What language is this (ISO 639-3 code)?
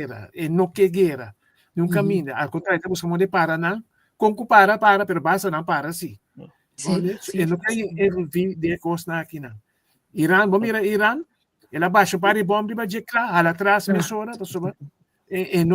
pap